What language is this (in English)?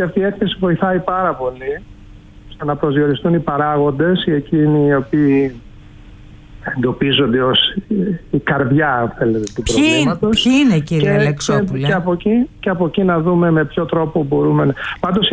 Greek